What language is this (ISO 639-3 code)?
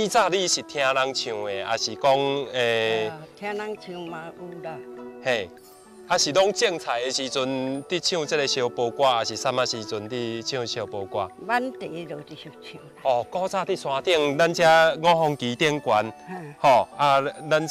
nan